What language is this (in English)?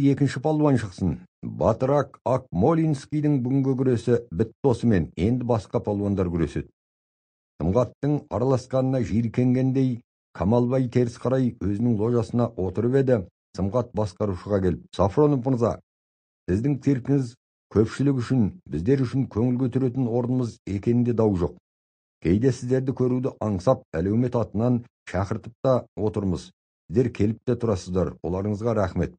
Kazakh